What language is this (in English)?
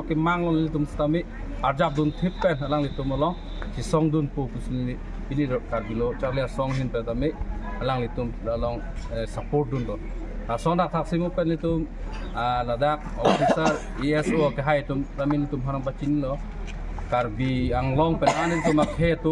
Karbi